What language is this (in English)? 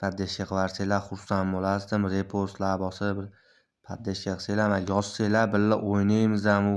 Uzbek